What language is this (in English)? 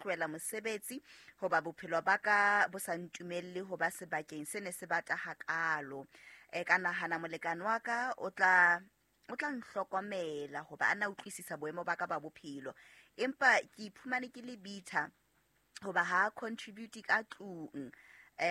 Southern Sotho